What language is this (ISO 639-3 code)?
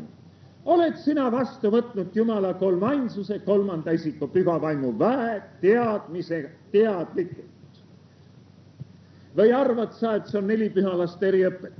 est